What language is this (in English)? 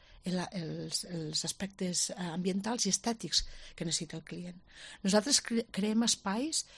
Catalan